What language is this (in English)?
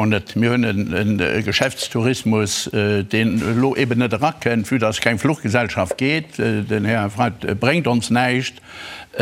Luxembourgish